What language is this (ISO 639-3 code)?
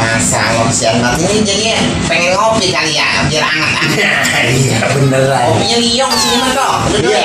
bew